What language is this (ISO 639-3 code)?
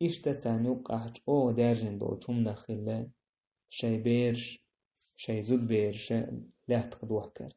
che